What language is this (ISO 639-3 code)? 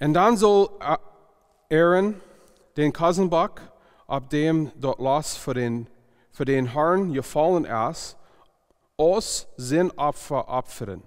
pdt